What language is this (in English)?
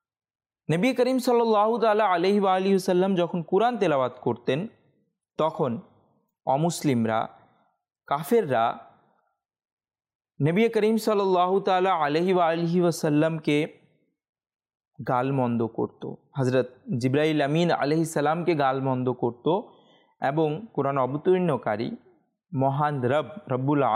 Bangla